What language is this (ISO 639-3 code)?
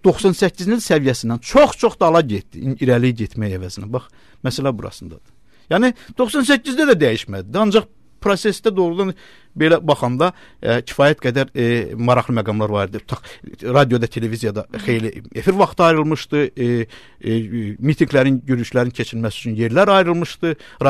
aze